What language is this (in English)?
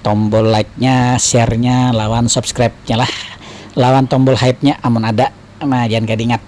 Banjar